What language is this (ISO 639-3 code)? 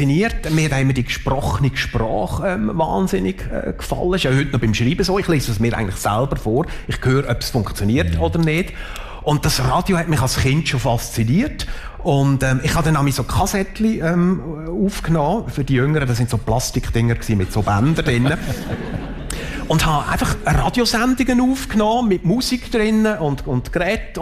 deu